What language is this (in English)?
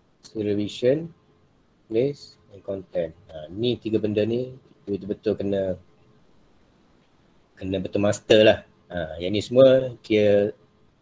Malay